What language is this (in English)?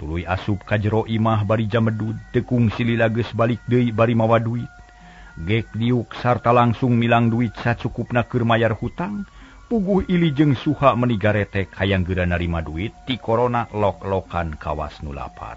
Sundanese